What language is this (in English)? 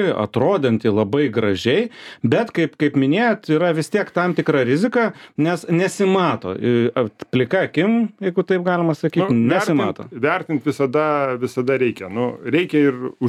Lithuanian